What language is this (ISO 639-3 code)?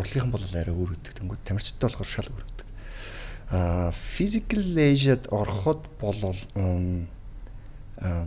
mon